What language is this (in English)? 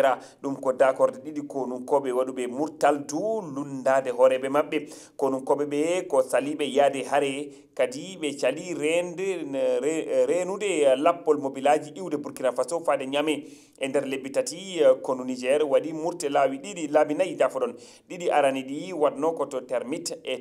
Fula